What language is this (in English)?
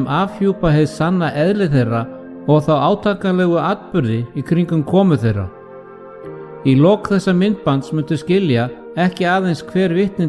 Icelandic